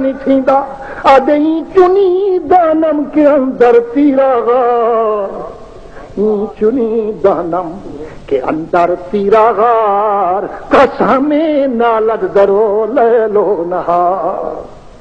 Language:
Saraiki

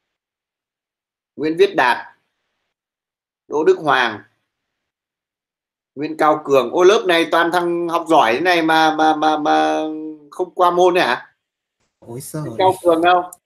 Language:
Vietnamese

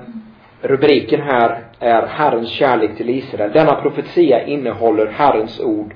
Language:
Swedish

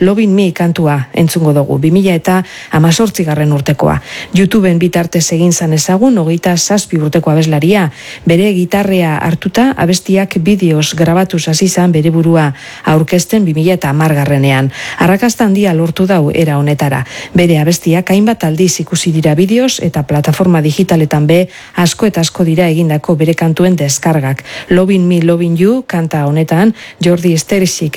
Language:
Basque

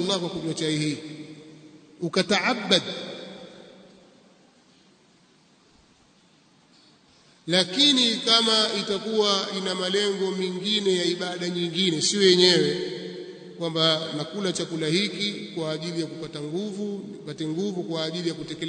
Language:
Swahili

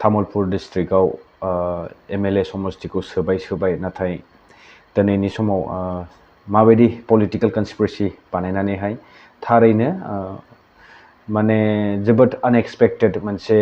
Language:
Bodo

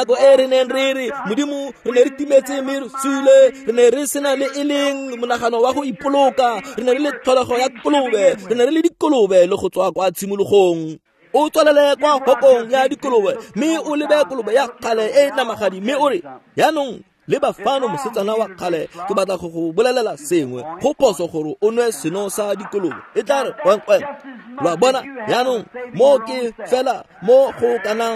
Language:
Tswana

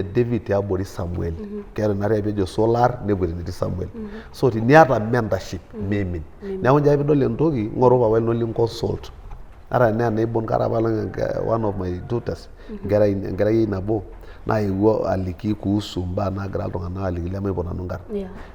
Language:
Masai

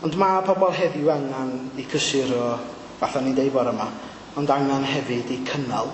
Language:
Welsh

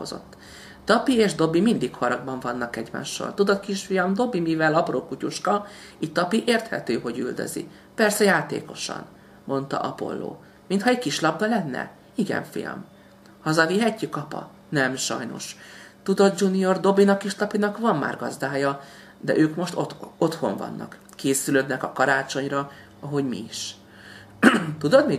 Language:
Hungarian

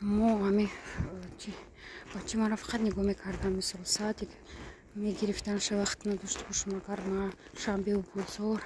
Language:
Tajik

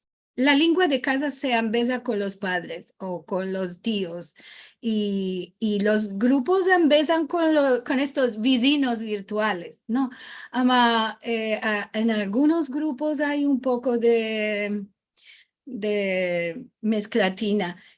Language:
Ladino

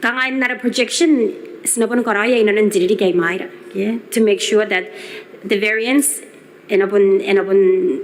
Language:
Gilbertese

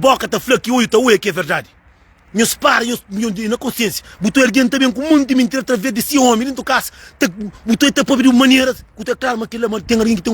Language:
Kabuverdianu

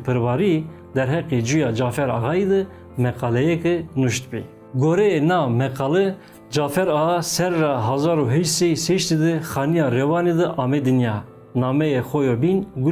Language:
Zaza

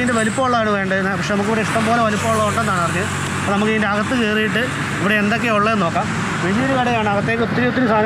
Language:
Malayalam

